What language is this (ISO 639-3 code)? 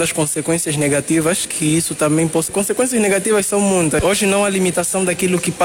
por